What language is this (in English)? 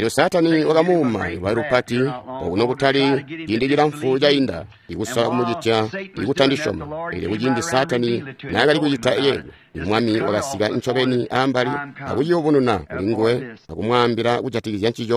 Tonga (Zambia)